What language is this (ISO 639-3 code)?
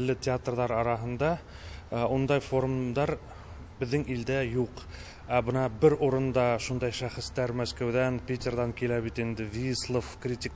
tat